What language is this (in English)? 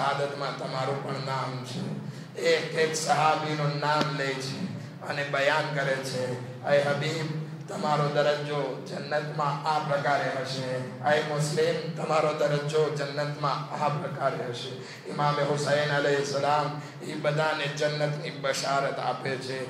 Gujarati